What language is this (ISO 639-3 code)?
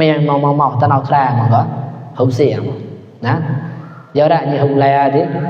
mnw